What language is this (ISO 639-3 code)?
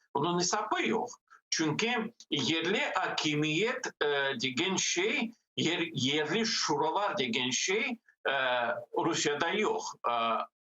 crh